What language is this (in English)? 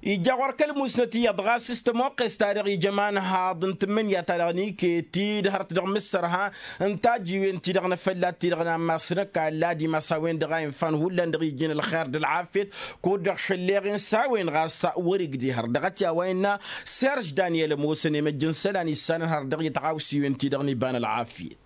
Tamasheq